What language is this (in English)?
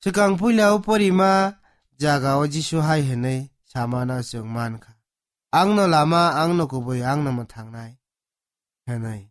Kok Borok